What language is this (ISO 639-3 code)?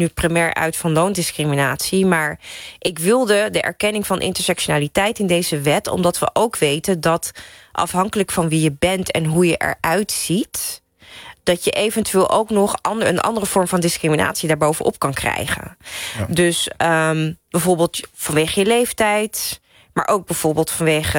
nld